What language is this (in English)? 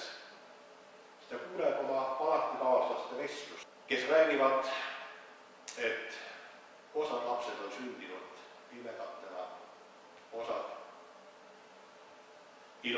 Estonian